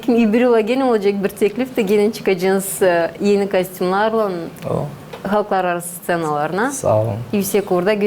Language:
Gagauz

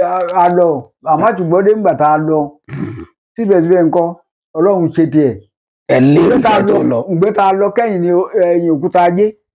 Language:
Yoruba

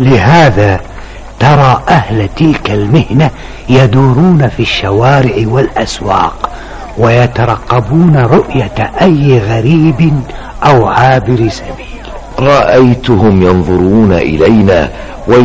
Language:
Arabic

